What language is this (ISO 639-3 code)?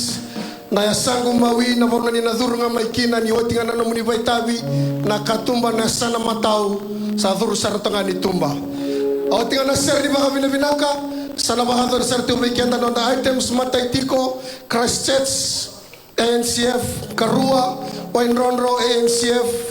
fij